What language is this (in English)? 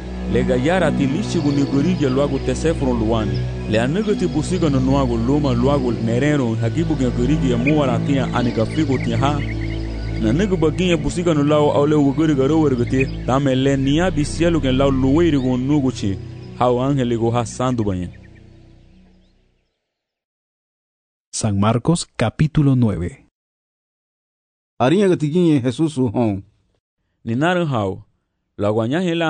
Garifuna